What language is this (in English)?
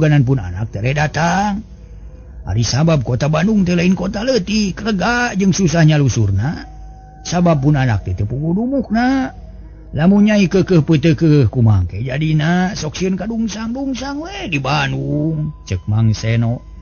Sundanese